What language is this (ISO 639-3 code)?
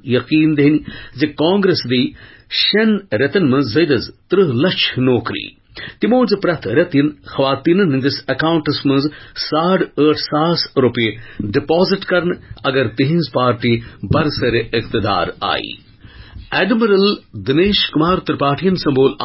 kas